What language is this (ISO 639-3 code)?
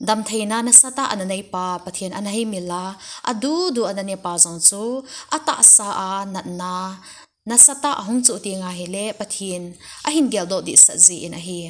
tcz